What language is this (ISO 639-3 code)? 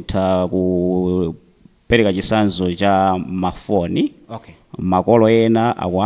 nya